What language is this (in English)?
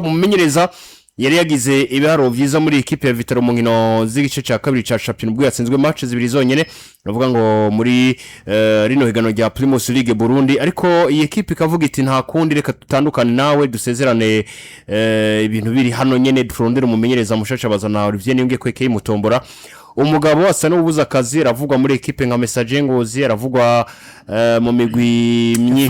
Rundi